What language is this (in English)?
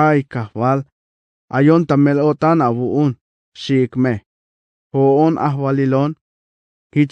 Tzeltal